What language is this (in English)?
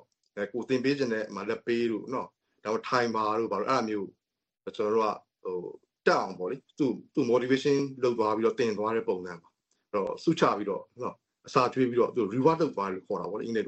Burmese